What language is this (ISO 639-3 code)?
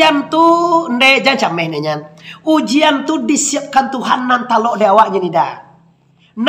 min